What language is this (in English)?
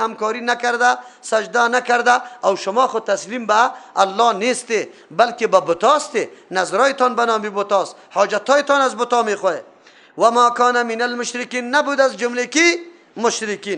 Persian